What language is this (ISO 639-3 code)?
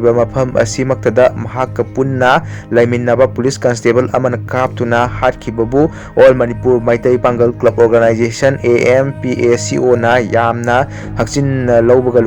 mni